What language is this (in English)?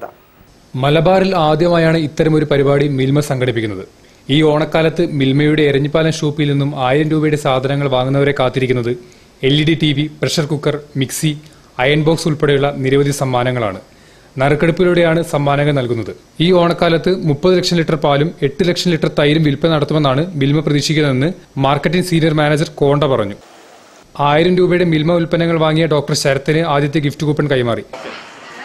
Malayalam